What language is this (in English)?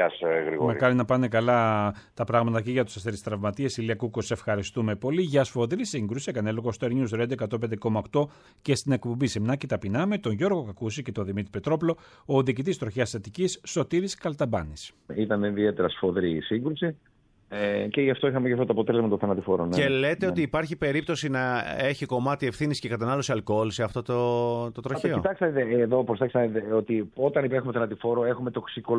Greek